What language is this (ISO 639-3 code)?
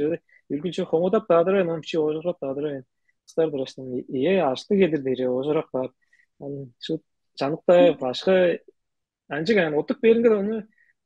tyv